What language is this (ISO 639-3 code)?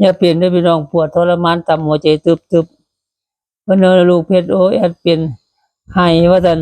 tts